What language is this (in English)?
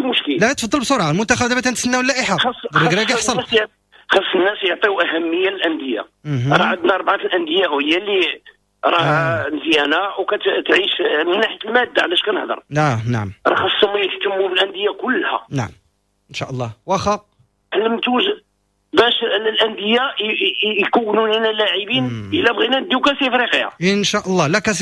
Moroccan Arabic